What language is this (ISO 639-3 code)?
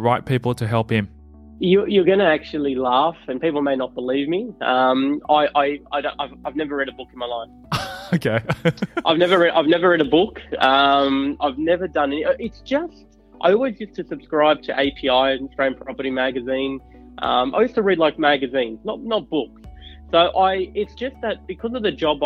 eng